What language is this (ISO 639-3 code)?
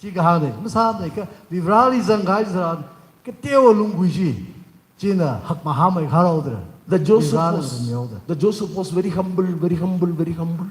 nmf